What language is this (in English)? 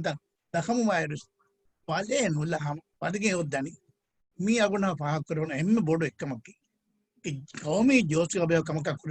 Divehi